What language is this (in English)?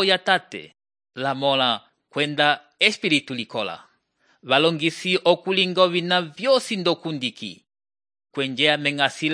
Umbundu